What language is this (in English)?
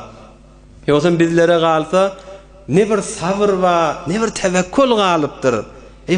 Turkmen